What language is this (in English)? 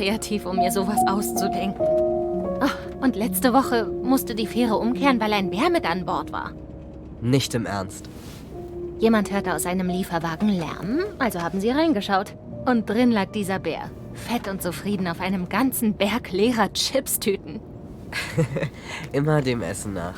Swiss German